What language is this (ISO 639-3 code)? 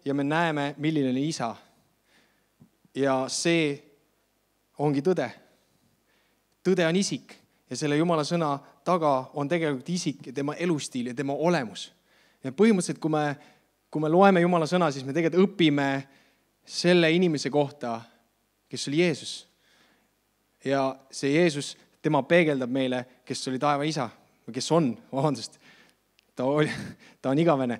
est